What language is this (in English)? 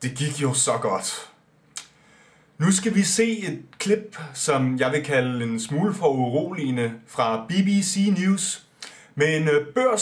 Danish